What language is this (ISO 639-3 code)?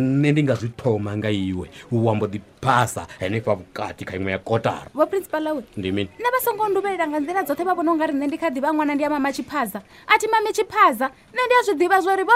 ven